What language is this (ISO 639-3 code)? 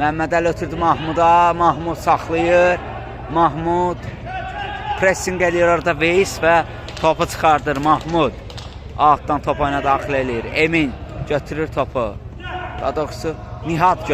aze